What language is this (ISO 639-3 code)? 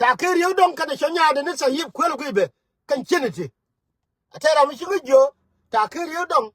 nus